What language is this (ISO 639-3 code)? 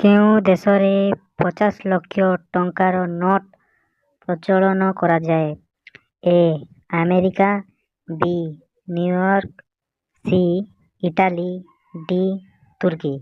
ori